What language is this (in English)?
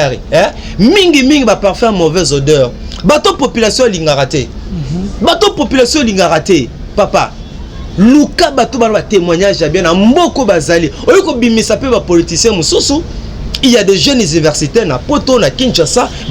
Lingala